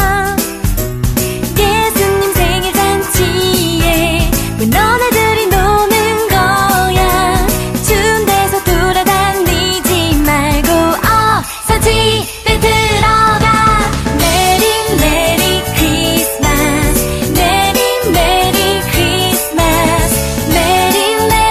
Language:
Korean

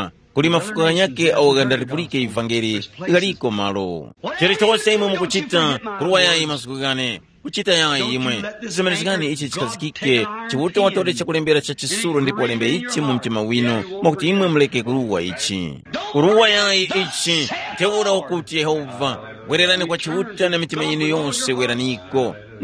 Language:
Tumbuka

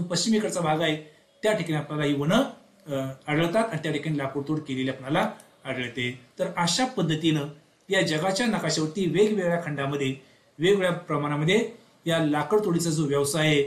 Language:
Marathi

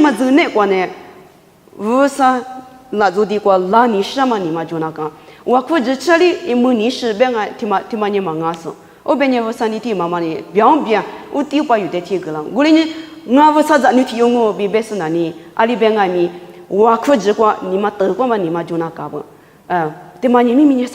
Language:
Lisu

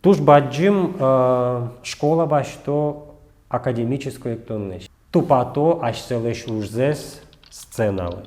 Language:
Udmurt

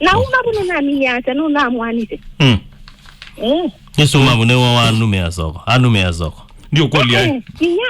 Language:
Kamba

